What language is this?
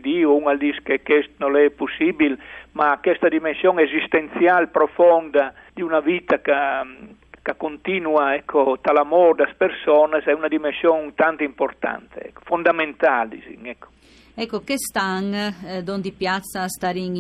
Friulian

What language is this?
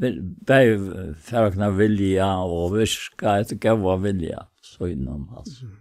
Faroese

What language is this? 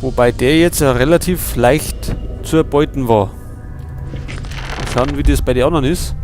Bavarian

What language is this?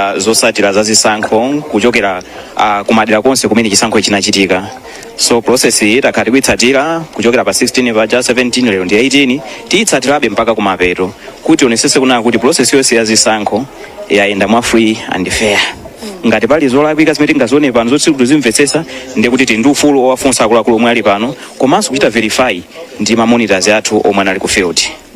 Nyanja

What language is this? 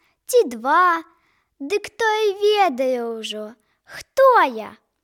Belarusian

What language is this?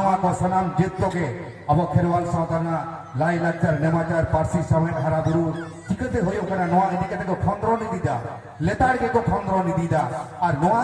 Santali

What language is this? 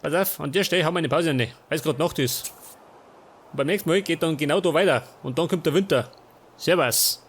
Bavarian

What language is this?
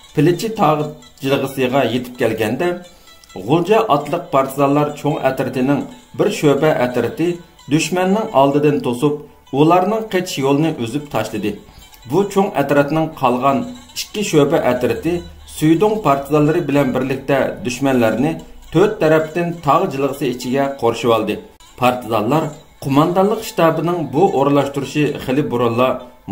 Uyghur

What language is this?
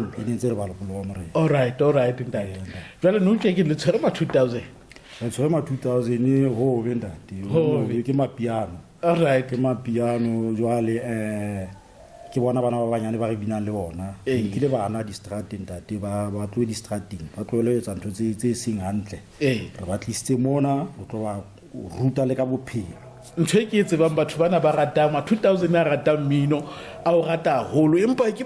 Southern Sotho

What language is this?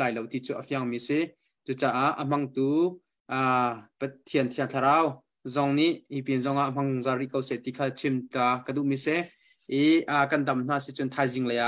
Hakha Chin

